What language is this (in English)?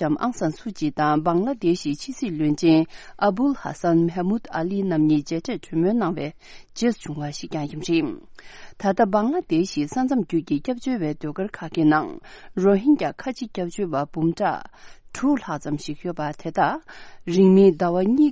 Tibetan